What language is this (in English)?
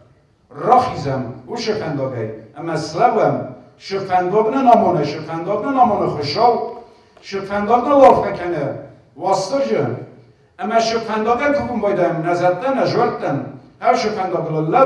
Ossetic